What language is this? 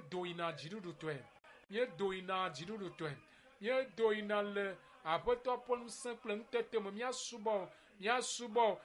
Ewe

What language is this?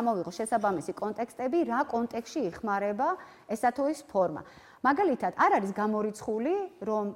Georgian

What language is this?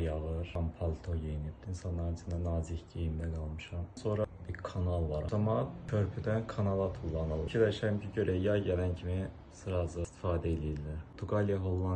Azerbaijani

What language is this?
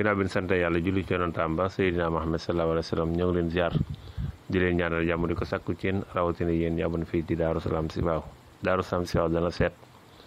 Wolof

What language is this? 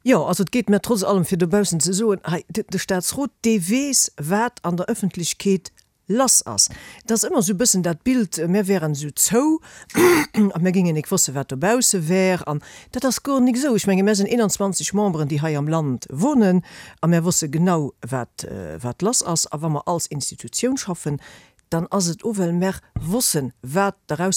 Luxembourgish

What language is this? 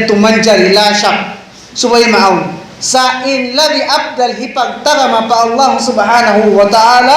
Tausug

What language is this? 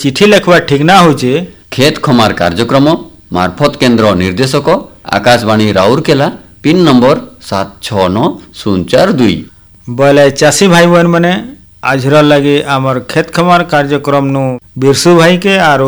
Odia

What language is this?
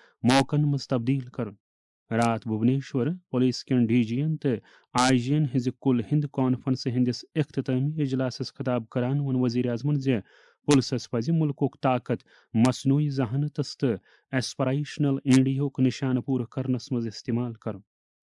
Kashmiri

